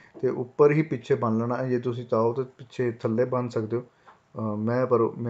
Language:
Punjabi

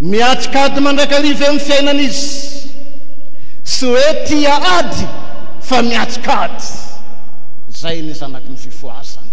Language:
Malagasy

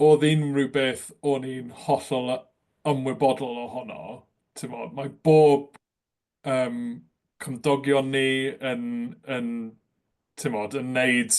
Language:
Welsh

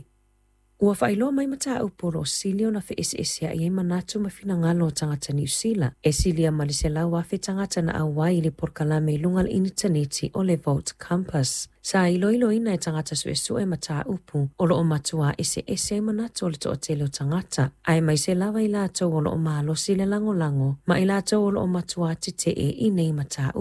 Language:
Samoan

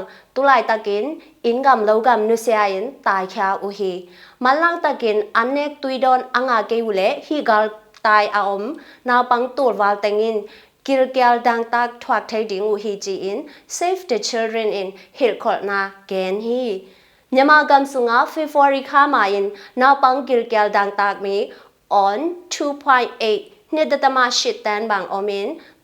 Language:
Tedim Chin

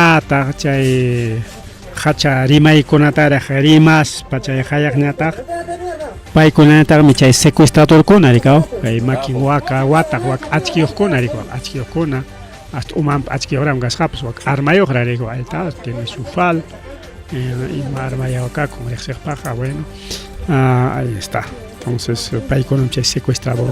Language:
Ayacucho Quechua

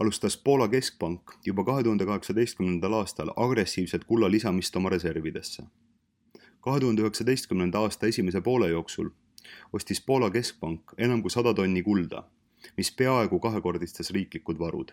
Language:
Estonian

